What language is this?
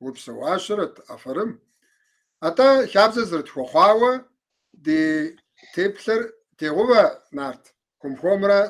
Kabardian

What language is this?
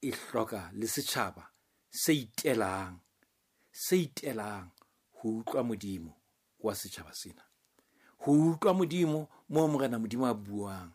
Southern Sotho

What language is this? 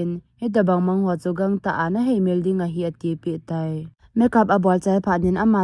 Thado Chin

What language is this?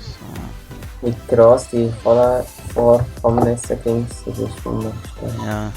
Swiss German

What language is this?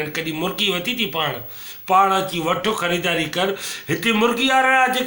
Sindhi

